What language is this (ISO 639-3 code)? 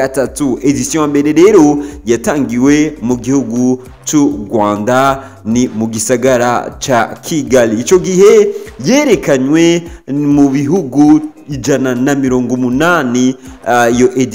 run